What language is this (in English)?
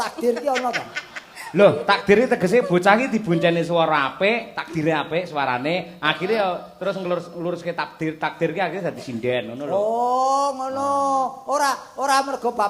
Javanese